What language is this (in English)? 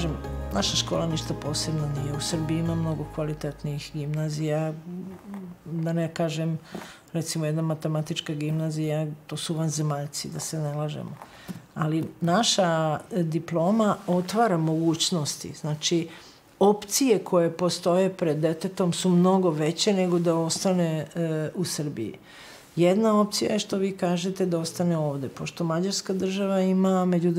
Serbian